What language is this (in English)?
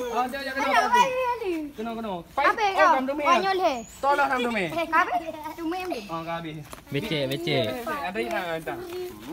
Achinese